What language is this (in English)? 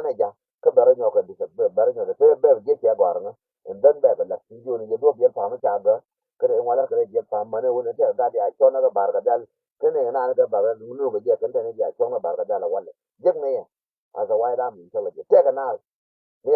Nuer